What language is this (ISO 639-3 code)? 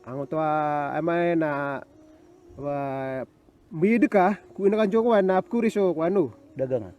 mrw